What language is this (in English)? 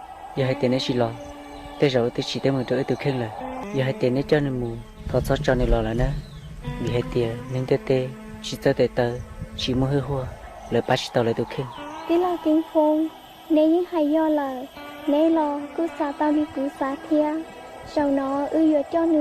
Hmong